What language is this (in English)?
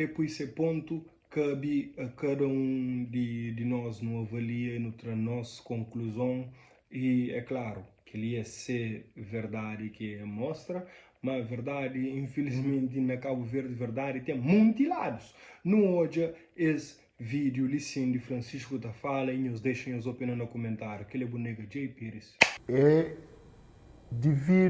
Kabuverdianu